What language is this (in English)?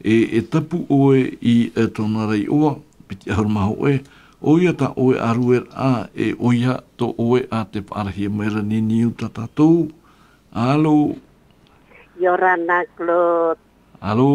Tahitian